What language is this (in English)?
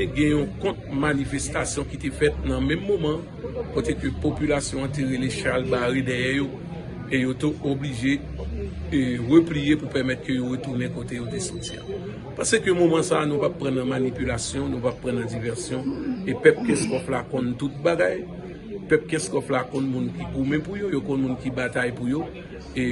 Haitian Creole